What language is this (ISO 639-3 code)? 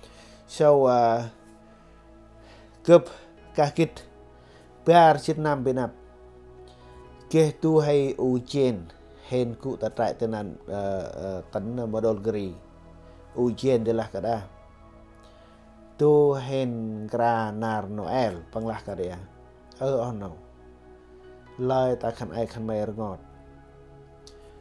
cmo